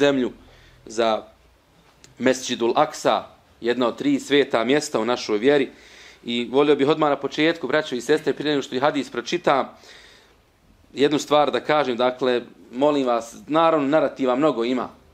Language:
Bosnian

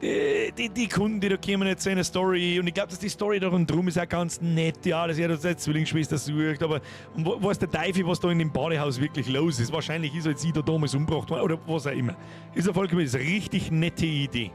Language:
Bavarian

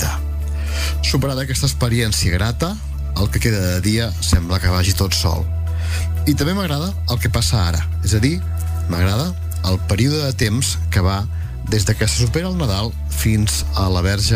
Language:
Catalan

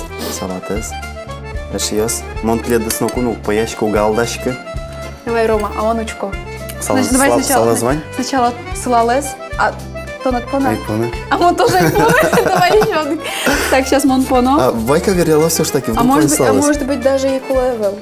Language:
Udmurt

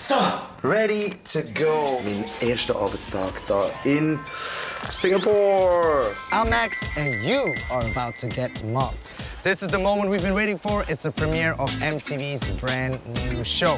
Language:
Swiss German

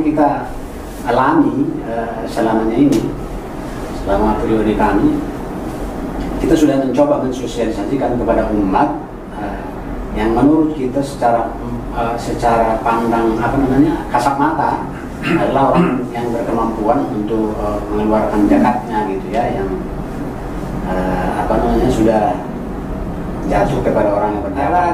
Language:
Indonesian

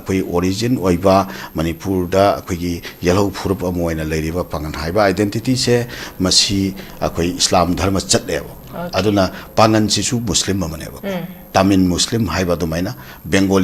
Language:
Manipuri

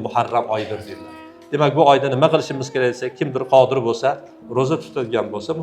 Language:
Uzbek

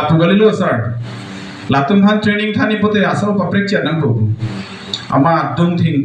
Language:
Karbi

